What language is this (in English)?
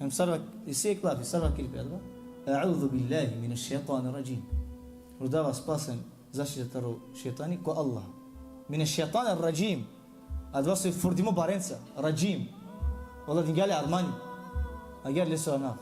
Balkan Romani